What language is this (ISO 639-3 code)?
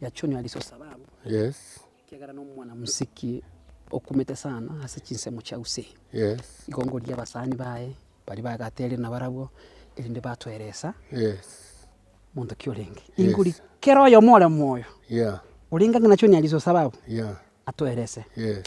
guz